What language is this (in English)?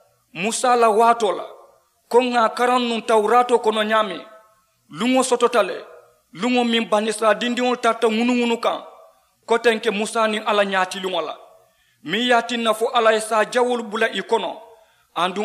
Mandingo